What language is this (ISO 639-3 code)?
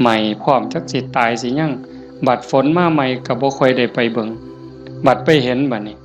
tts